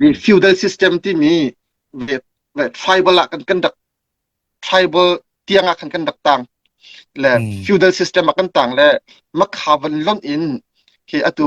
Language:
Hakha Chin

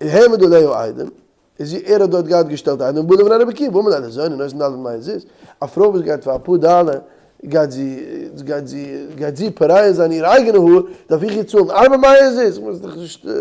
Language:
Yiddish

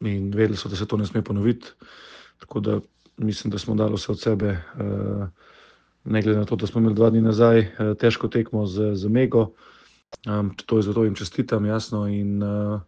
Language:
Slovenian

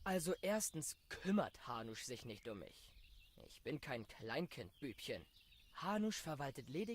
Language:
Swiss German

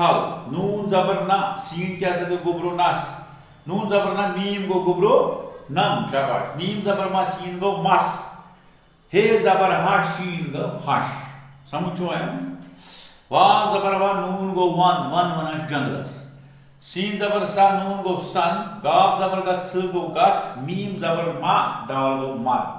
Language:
Kashmiri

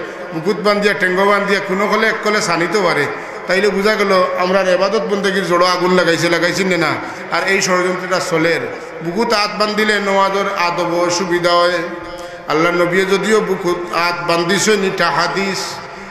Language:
Sylheti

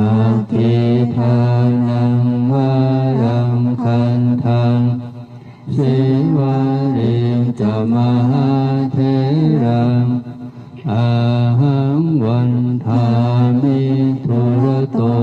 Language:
Pali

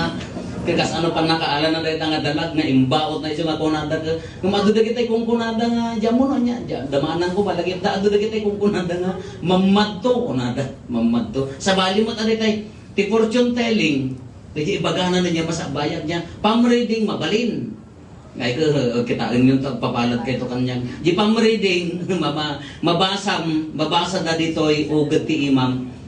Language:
Iloko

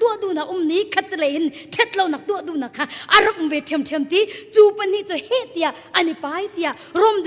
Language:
Hakha Chin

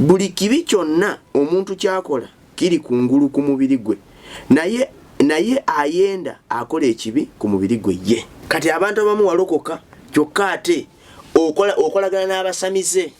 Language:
Ganda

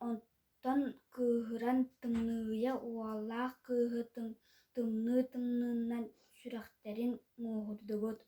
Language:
Yakut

